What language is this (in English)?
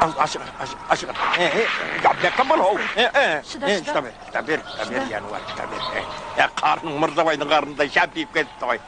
Kara-Kalpak